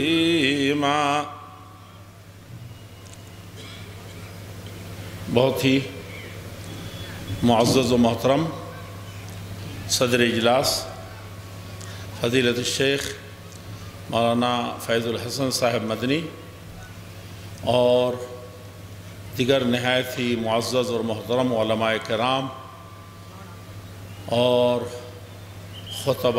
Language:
Urdu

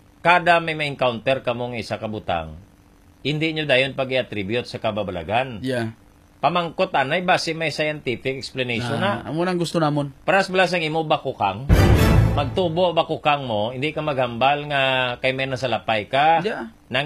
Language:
Hiligaynon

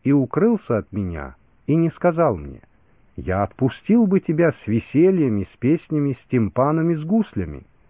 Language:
Russian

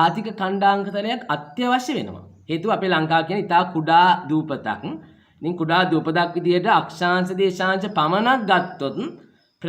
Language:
Sinhala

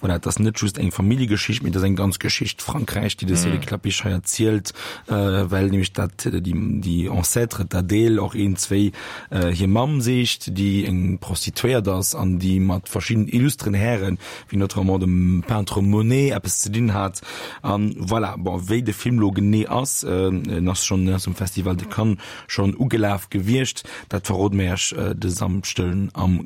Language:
Luxembourgish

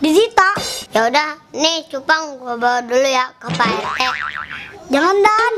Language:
Betawi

